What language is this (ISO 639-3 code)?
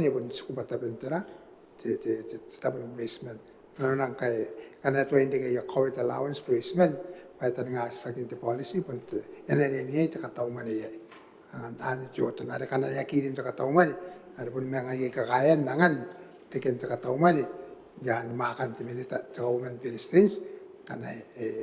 gil